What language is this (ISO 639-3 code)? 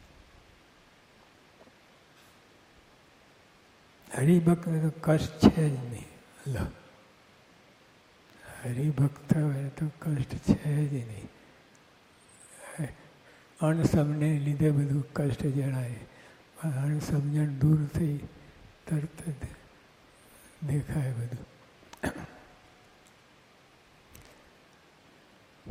guj